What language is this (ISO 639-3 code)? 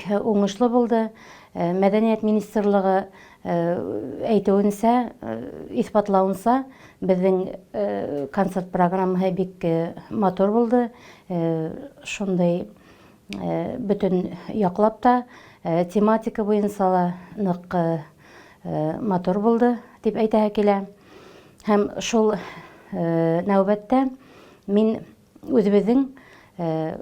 bak